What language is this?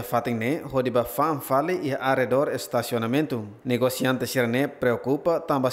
Tetum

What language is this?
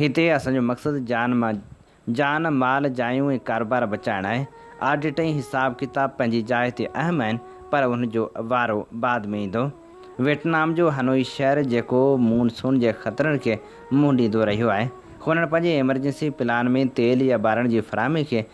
Sindhi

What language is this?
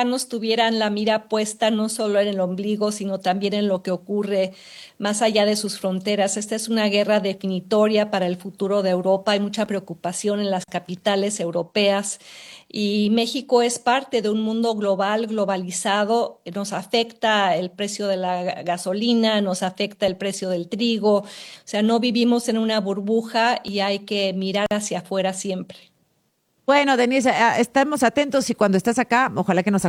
Spanish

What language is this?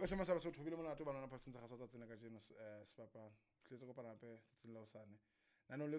Southern Sotho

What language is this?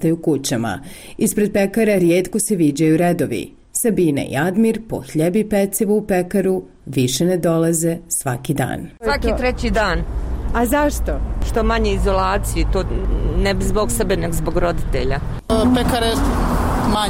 Bosnian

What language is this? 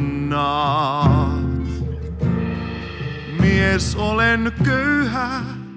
Finnish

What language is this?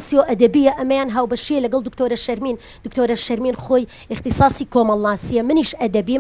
Central Kurdish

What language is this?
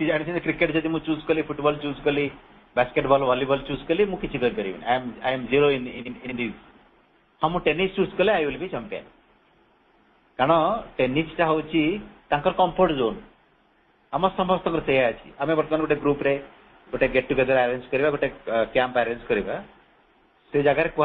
Odia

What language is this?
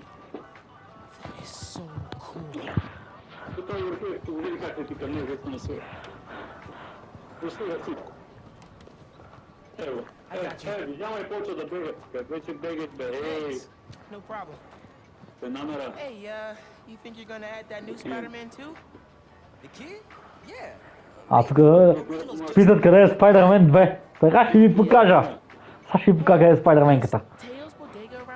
Bulgarian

